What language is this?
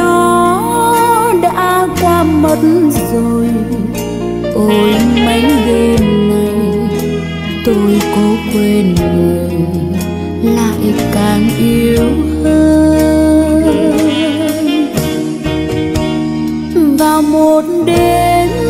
Vietnamese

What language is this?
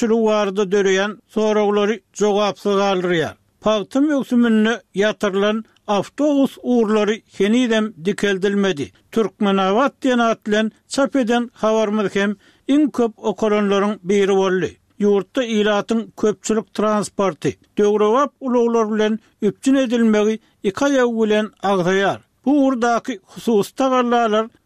Turkmen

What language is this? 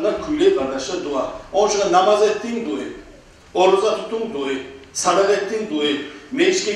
Kumyk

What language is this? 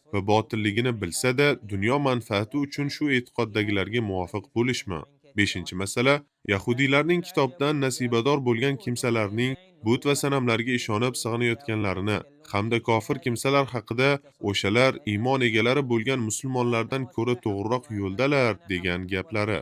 Uzbek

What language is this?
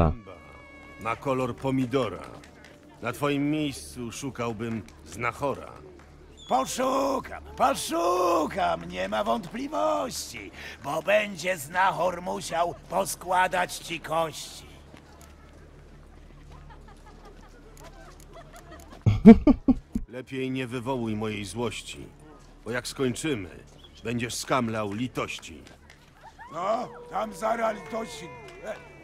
Polish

